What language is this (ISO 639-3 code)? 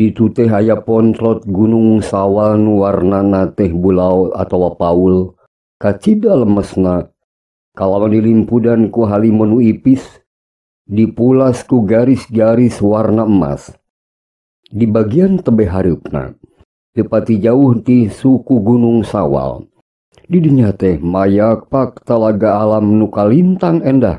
sun